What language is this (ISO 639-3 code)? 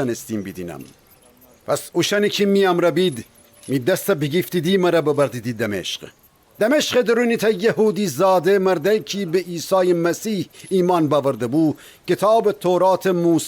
glk